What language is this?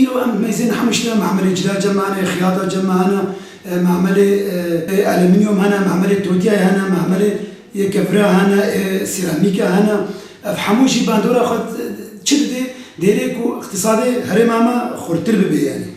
Kurdish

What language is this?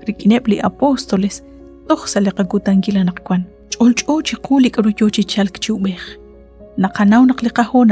Kekchí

